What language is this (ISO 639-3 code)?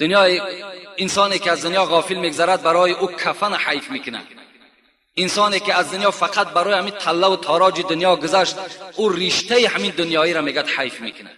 tgk